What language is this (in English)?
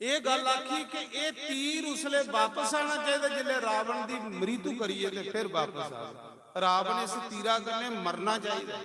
Dogri